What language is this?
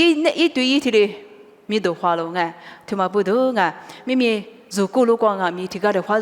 Lisu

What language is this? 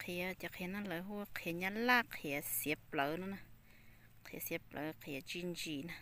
Hmong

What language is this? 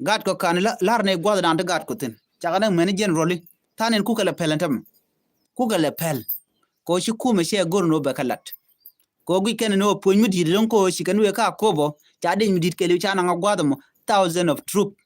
Nuer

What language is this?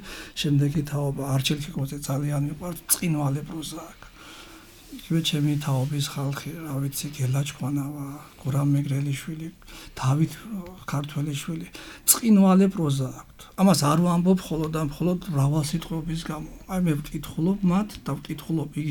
Georgian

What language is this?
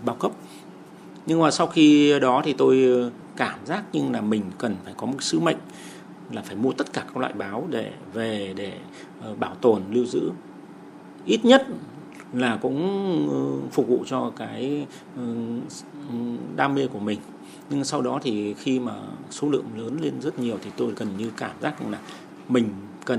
Vietnamese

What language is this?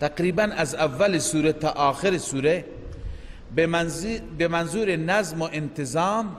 Persian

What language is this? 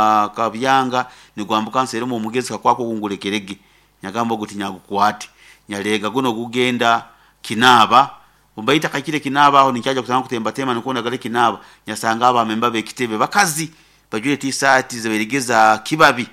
Nyoro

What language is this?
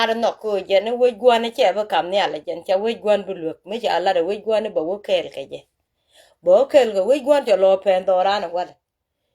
Nuer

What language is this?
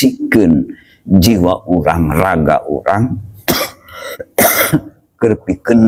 Sundanese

